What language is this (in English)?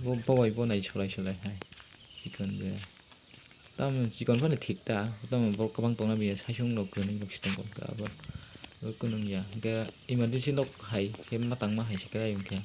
Kok Borok